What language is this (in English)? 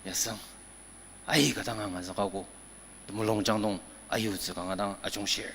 Ao Naga